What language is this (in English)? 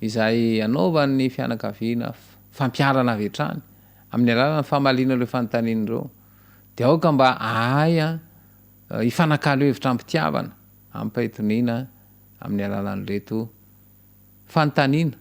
Malagasy